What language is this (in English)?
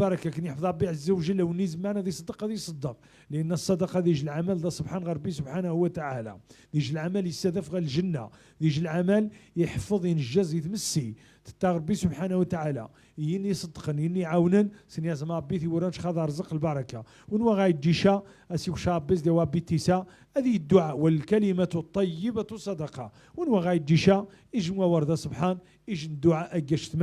Moroccan Arabic